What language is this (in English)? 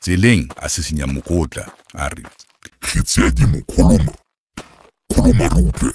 Southern Sotho